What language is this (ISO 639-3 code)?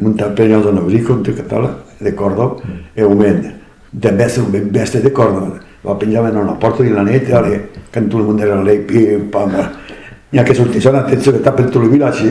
oci